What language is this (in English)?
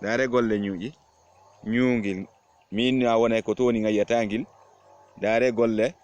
Fula